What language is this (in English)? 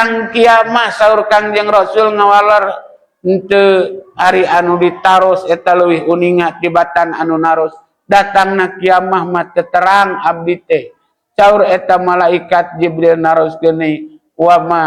Sundanese